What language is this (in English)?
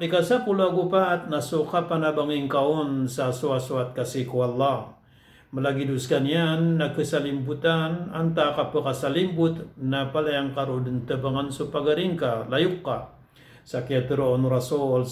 Maranao